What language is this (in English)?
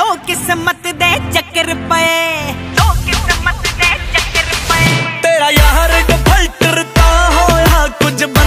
Punjabi